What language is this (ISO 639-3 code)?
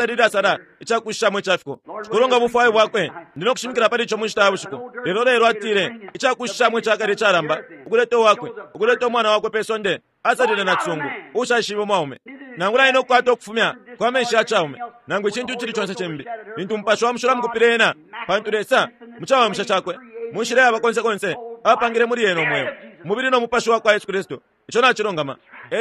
bem